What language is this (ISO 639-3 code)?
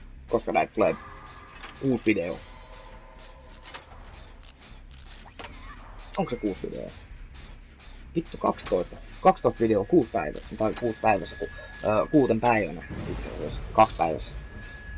fin